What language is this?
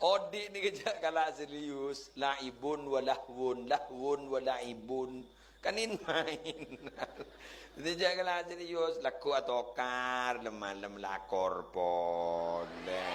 Madurese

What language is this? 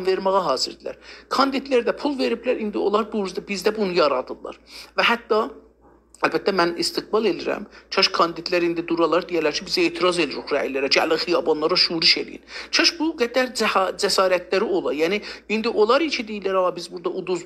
South Azerbaijani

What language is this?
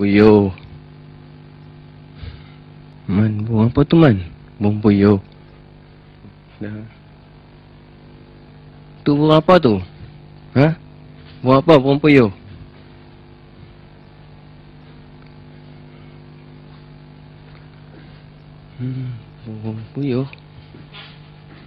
Malay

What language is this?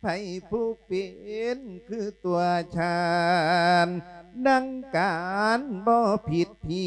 Lao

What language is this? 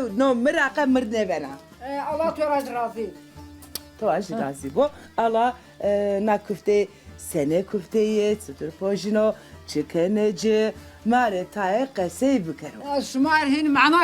Zaza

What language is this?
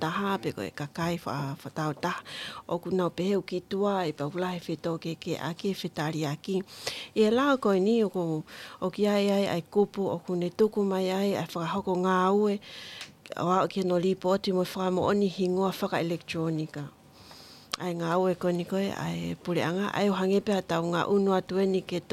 Tongan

